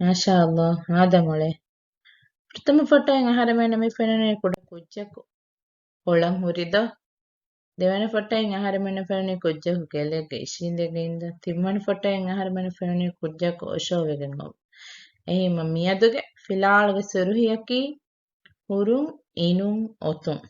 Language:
Divehi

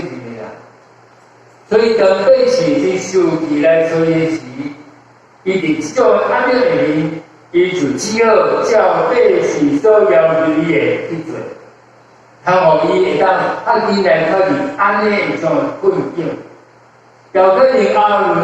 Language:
Min Nan Chinese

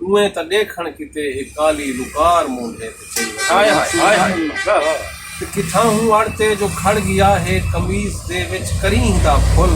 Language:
Saraiki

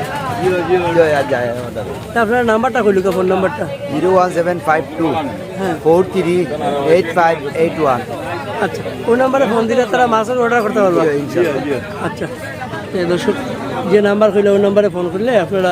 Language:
Sylheti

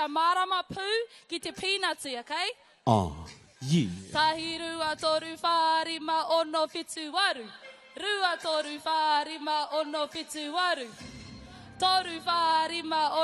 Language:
Māori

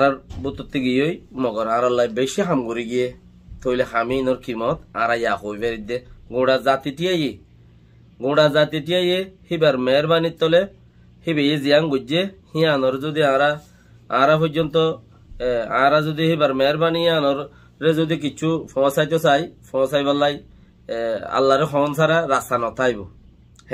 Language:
Rohingya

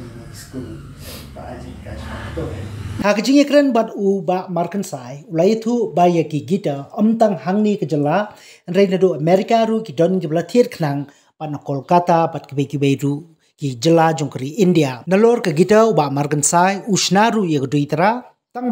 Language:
Khasi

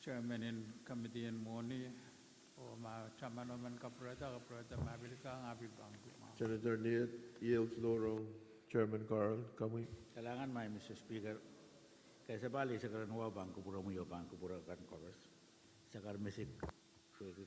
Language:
Pohnpeian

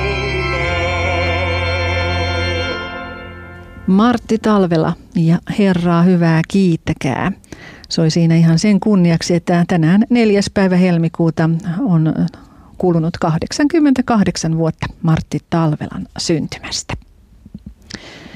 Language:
Finnish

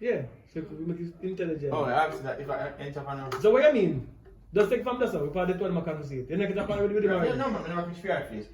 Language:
Jamaican Creole English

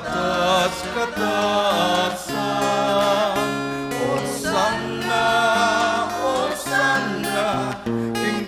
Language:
Pampanga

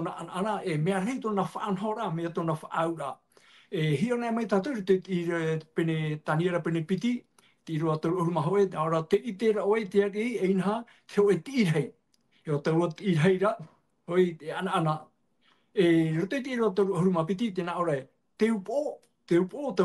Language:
Tahitian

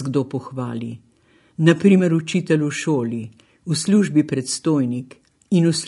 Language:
Slovenian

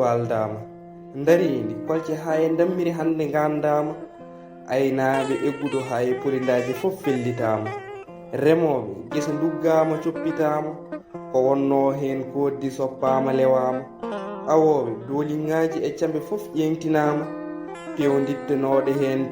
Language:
Fula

